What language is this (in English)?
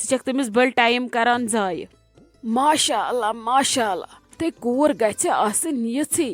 Kashmiri